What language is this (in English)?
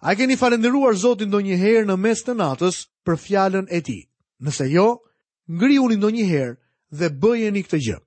Albanian